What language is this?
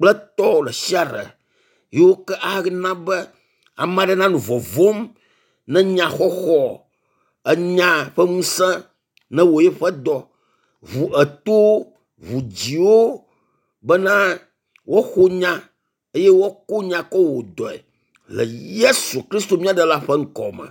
Ewe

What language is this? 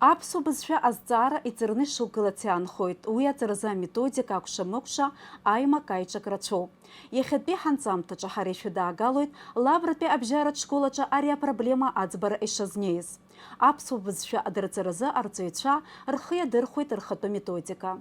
Abkhazian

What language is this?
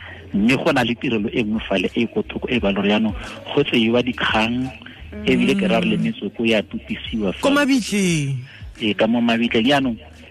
Tswana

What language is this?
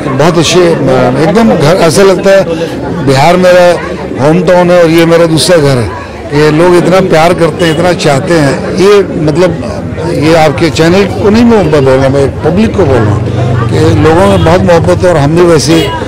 Hindi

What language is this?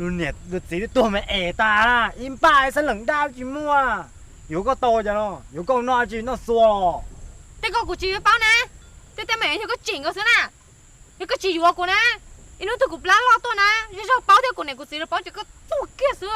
Hmong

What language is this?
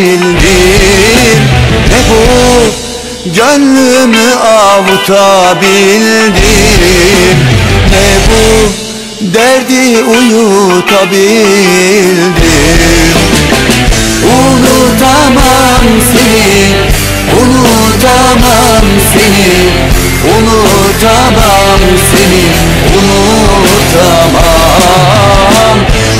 Turkish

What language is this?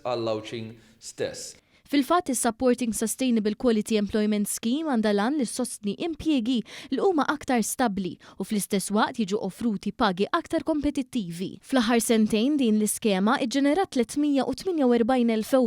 Maltese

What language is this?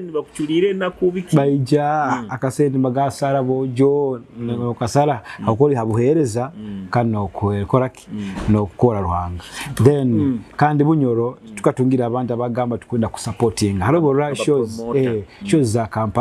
Nyoro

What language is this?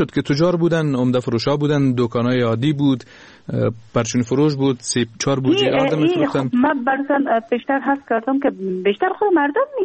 Persian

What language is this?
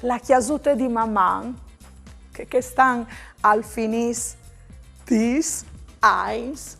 Friulian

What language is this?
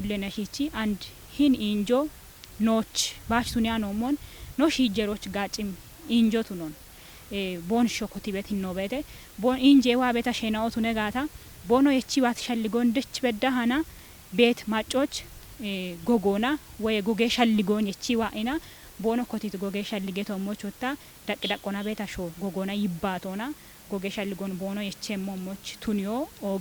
Kafa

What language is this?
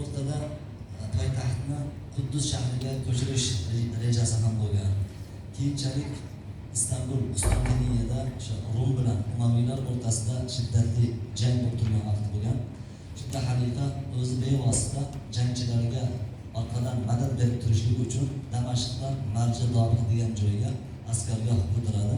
Uzbek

